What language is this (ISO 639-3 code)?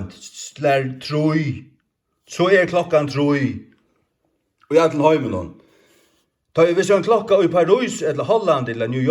fao